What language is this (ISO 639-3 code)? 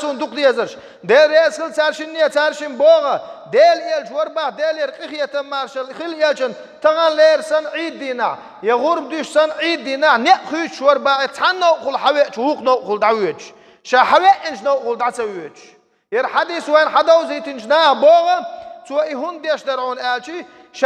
che